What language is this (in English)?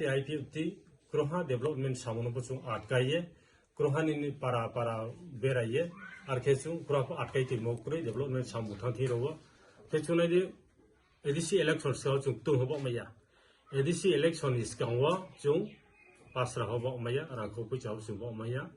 Riang (India)